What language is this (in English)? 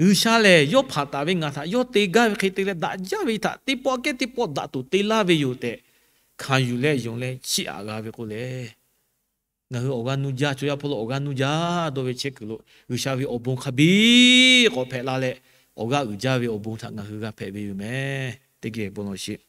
Lahu